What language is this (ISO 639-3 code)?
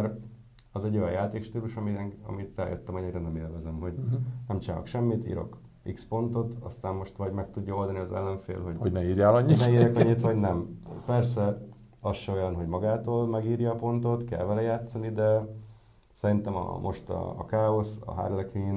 hun